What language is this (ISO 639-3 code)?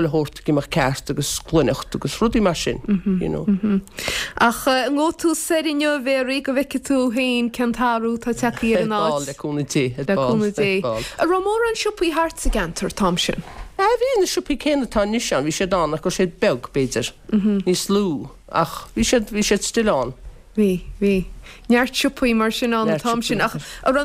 gle